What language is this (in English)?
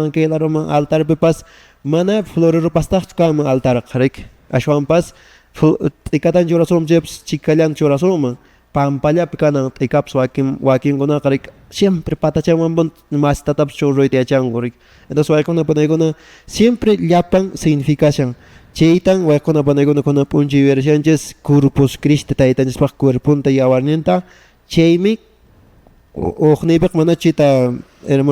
Quechua